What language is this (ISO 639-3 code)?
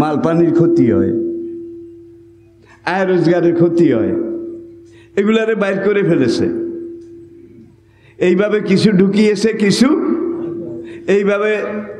ben